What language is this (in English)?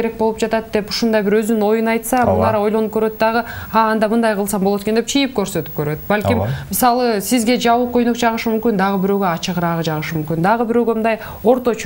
Kyrgyz